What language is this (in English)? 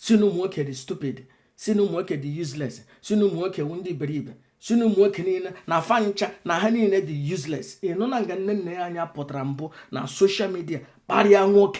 Igbo